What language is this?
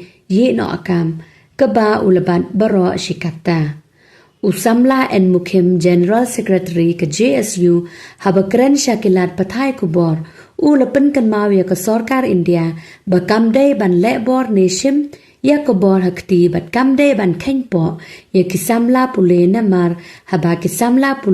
Khasi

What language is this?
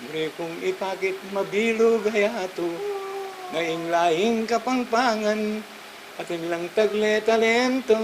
Pampanga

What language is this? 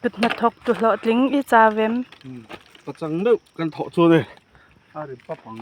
Mizo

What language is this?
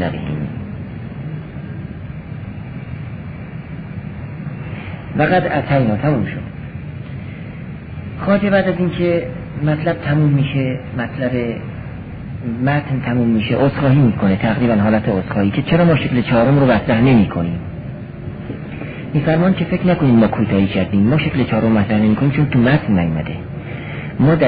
Persian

